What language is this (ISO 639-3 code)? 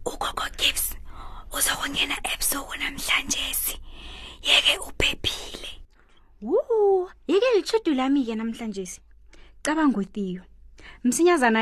nbl